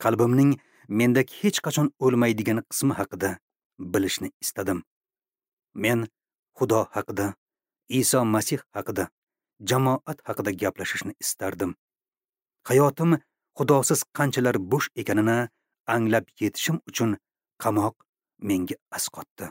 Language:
Uzbek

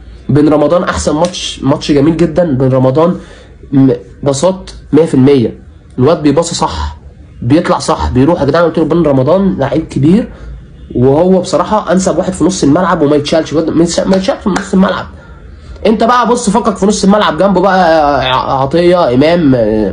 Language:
Egyptian Arabic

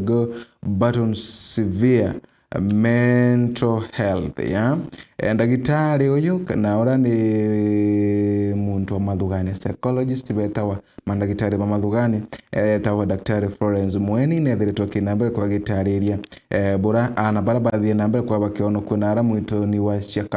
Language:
Meru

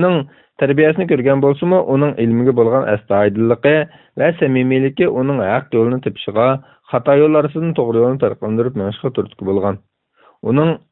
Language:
Uyghur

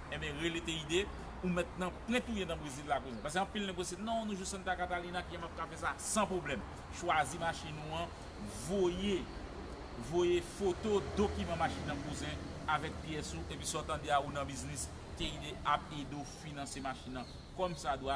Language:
Haitian Creole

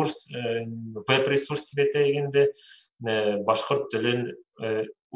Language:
Bashkir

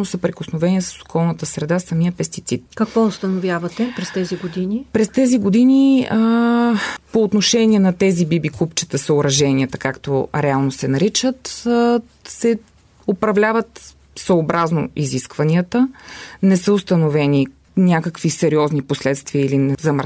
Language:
Bulgarian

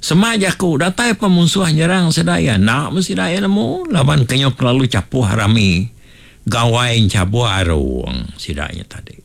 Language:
Iban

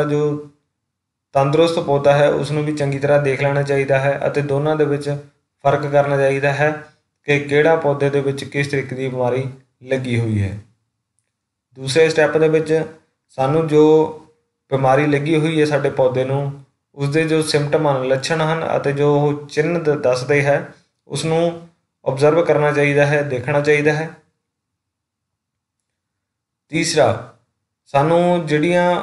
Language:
Punjabi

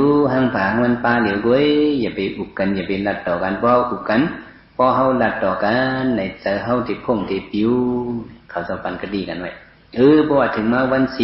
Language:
Shan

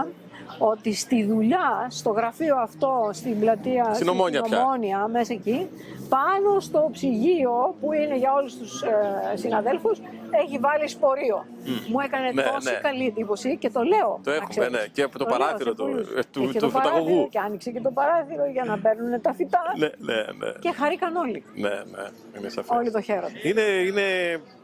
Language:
Greek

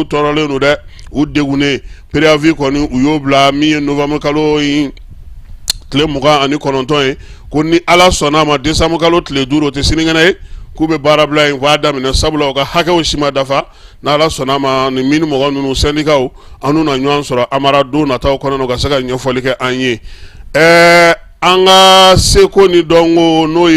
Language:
Bambara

